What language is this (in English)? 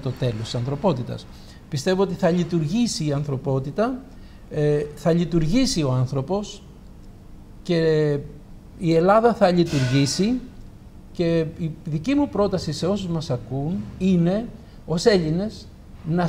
Greek